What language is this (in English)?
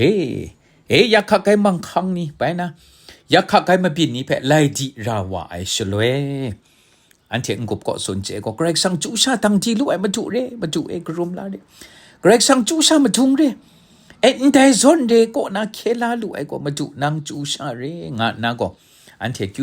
Kachin